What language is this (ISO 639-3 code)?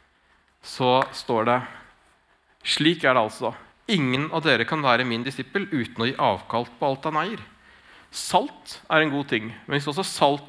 nor